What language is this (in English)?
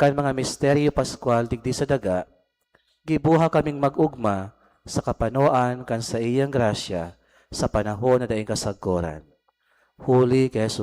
Bikol